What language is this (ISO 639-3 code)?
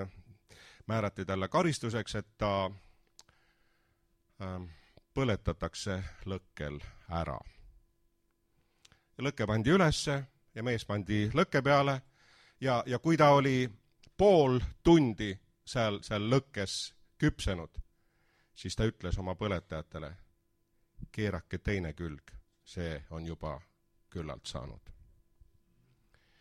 est